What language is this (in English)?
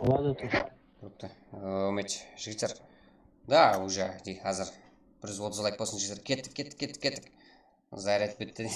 Kara-Kalpak